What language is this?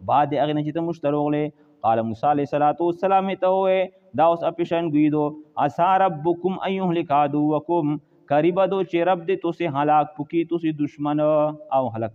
Pashto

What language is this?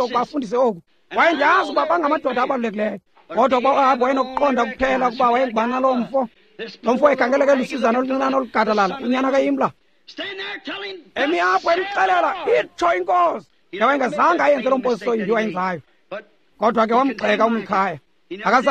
Xhosa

